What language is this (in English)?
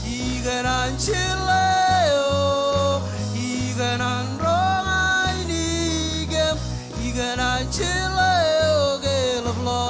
Marshallese